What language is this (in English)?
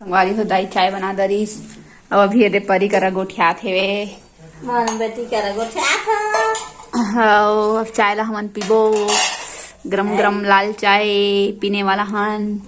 Chhattisgarhi